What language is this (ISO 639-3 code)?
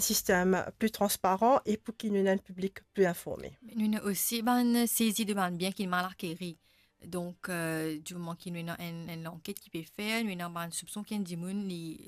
mfe